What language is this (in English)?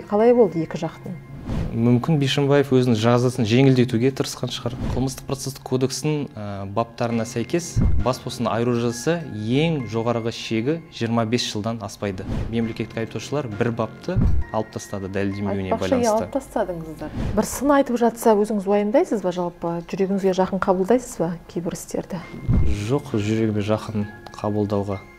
Kazakh